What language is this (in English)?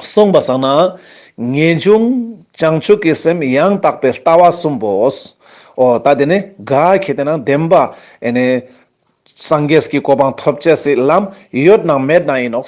Ladakhi